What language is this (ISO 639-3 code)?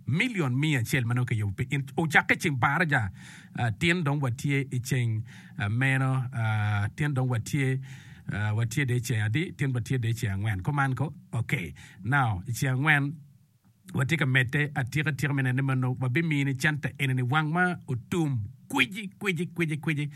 ach